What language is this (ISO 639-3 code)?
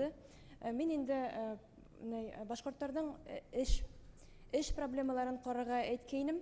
bak